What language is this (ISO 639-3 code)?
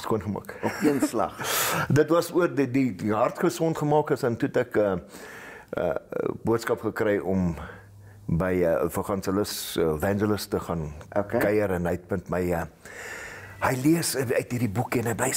afr